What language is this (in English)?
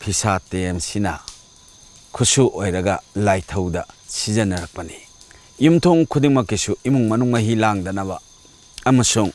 Manipuri